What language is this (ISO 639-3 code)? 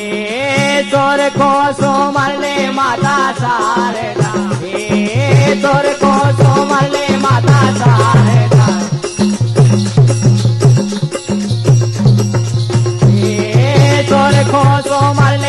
bns